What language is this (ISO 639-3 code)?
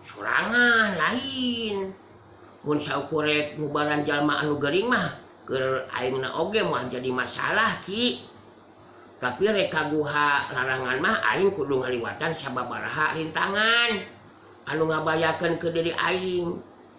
sun